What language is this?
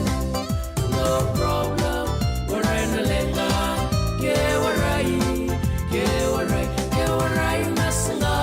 Fijian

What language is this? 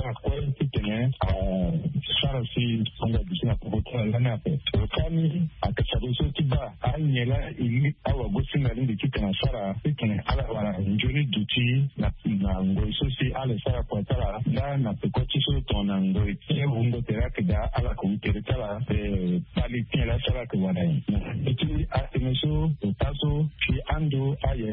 Sango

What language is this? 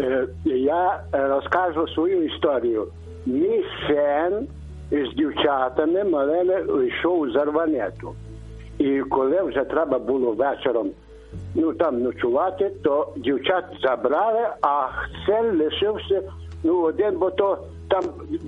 Ukrainian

